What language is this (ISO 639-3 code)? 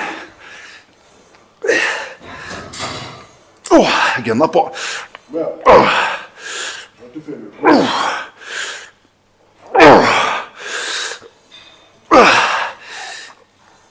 nor